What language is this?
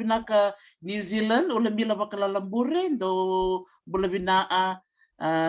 Fijian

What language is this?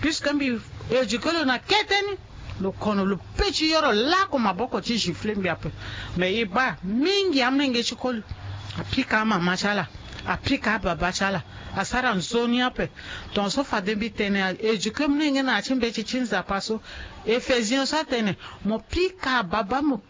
Sango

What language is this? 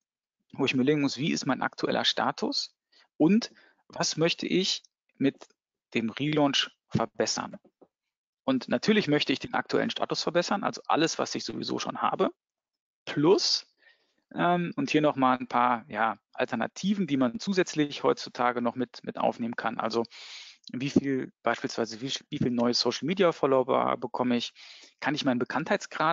German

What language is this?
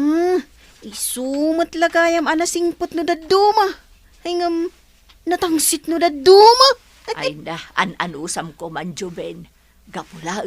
Iloko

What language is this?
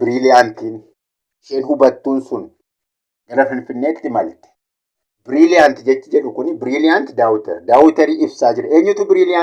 Oromo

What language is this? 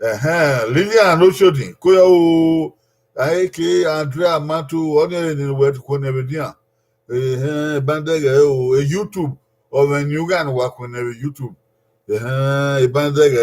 Bini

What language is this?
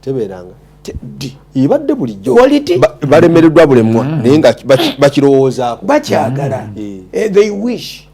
Ganda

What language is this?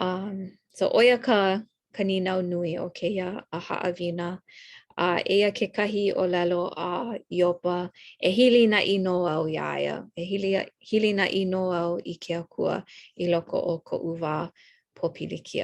Hawaiian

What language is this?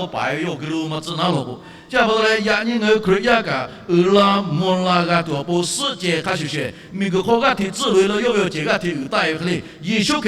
Lahu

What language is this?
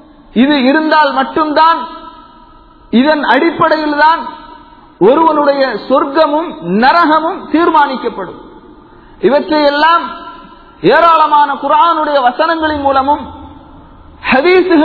Tamil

